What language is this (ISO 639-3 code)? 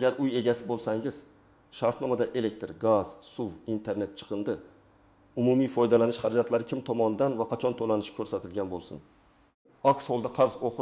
uzb